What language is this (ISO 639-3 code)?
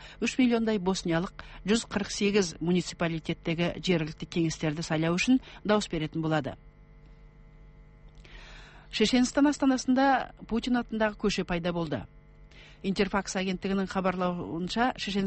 kaz